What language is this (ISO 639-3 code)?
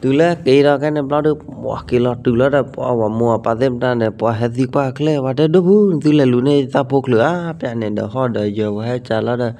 ksw